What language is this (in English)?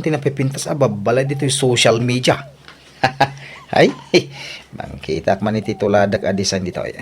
Iloko